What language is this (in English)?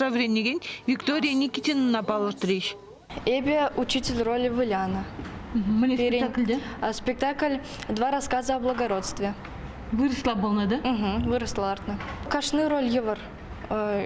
Chuvash